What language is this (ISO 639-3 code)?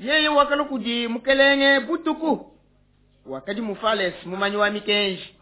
lua